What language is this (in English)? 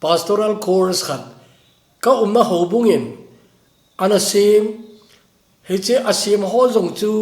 Thado Chin